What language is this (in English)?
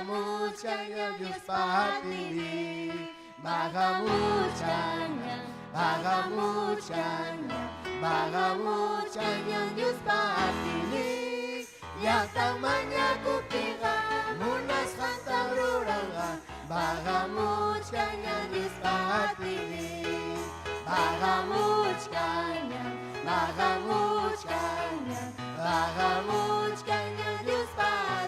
Ayacucho Quechua